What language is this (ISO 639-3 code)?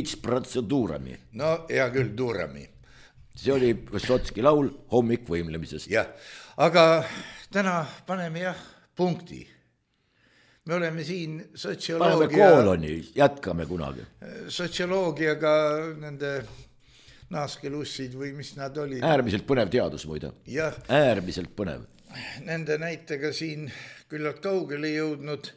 est